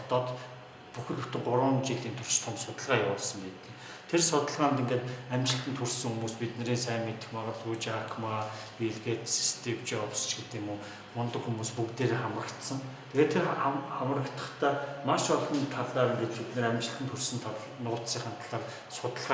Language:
Mongolian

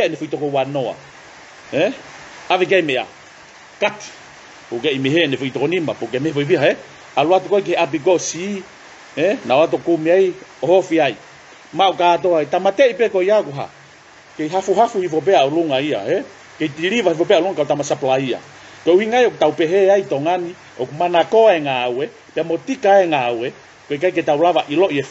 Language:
Tongan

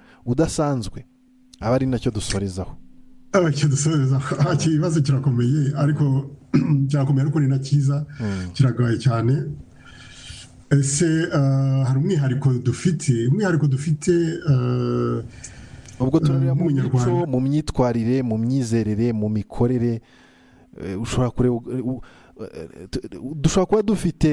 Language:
Kinyarwanda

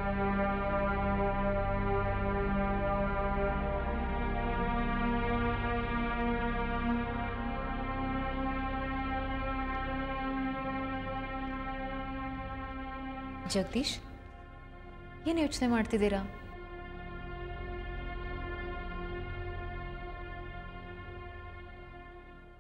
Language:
Kannada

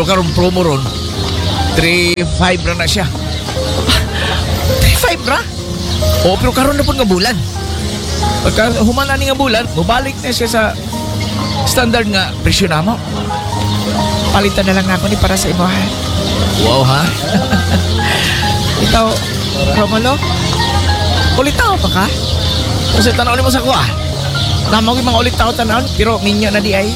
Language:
Cebuano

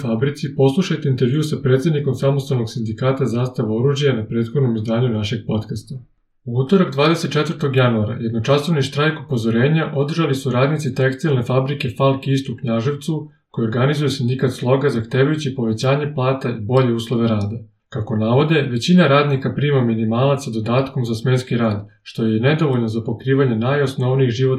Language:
Serbian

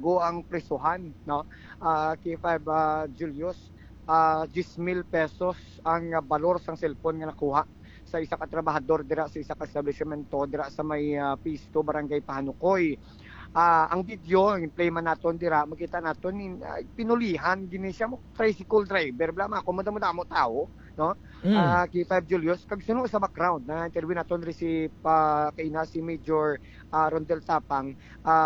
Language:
Hiligaynon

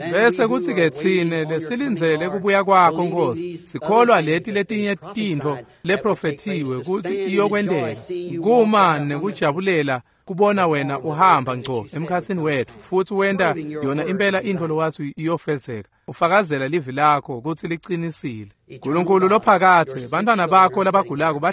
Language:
Swati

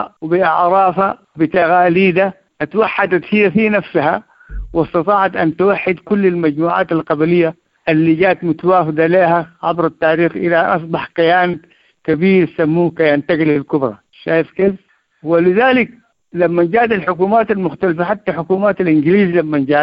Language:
Sudanese Arabic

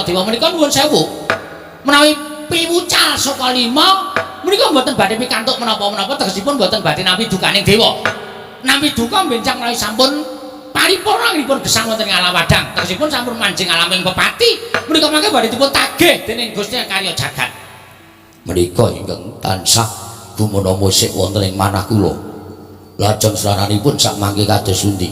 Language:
Javanese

